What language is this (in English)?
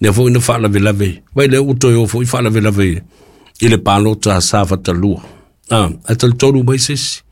Samoan